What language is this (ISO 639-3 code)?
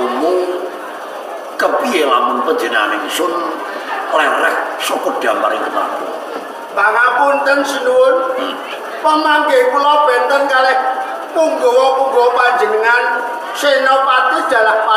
jav